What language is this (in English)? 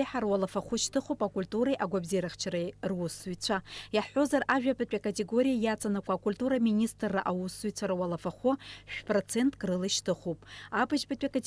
Abkhazian